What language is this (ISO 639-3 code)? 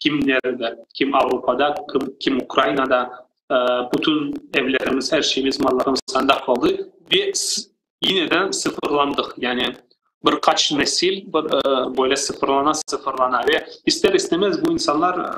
crh